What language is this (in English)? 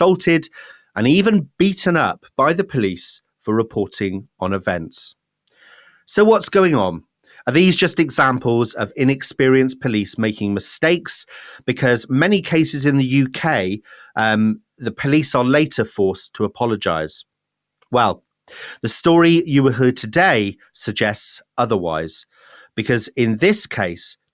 English